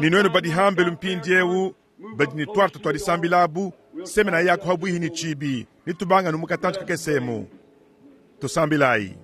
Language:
Luba-Lulua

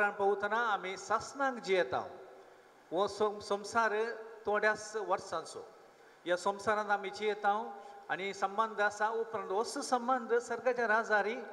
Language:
Konkani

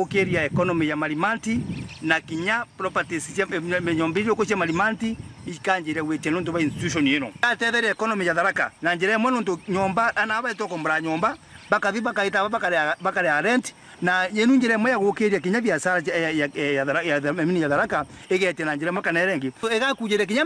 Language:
Meru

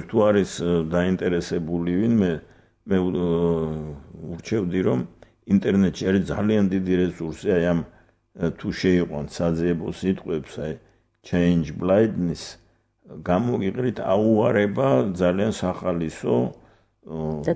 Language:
Georgian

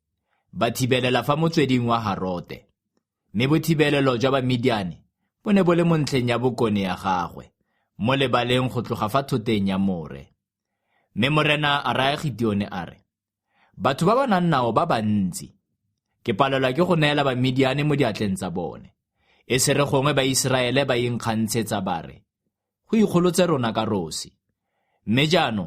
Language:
Tswana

